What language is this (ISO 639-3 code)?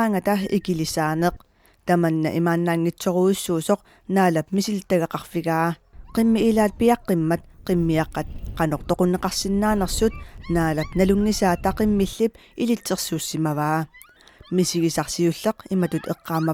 kal